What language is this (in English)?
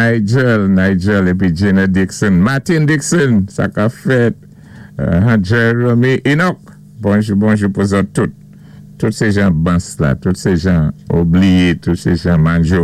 Saint Lucian Creole French